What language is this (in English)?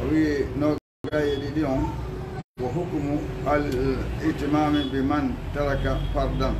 Fula